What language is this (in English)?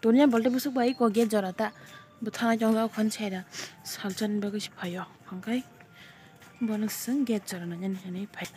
Kok Borok